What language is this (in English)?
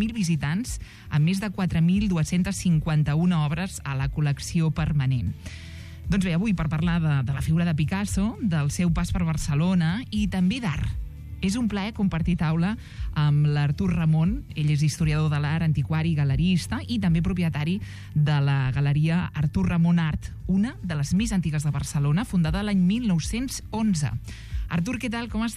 Catalan